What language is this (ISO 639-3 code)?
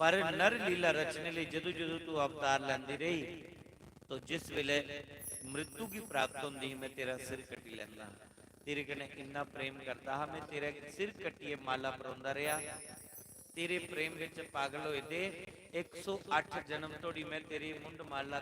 doi